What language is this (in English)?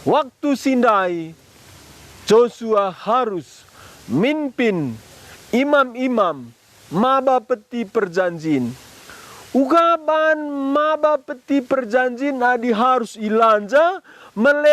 Batak Karo